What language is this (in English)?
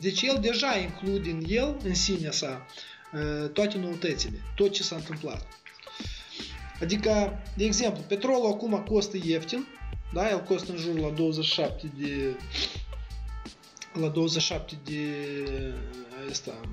Romanian